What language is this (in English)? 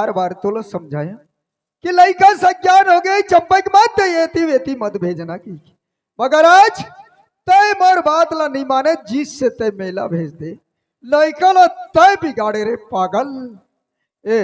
Chhattisgarhi